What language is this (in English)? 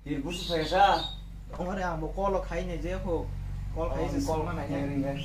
Kok Borok